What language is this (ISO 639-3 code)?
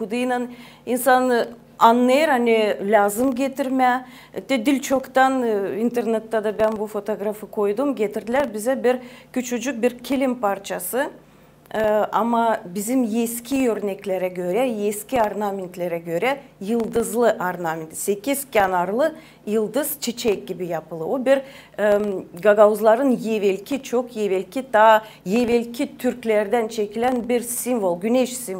gag